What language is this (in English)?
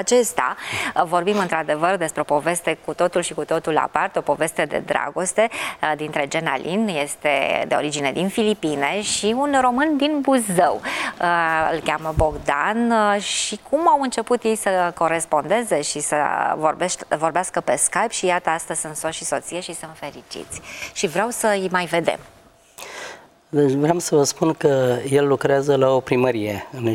Romanian